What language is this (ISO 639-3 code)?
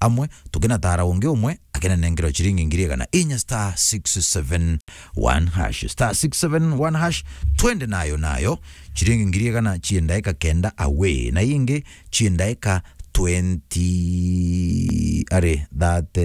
mer